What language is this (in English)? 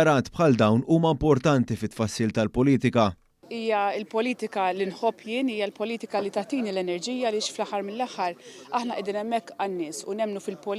Maltese